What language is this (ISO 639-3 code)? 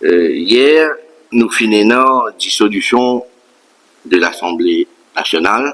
mfe